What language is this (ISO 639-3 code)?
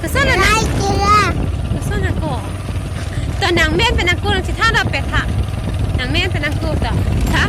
mjw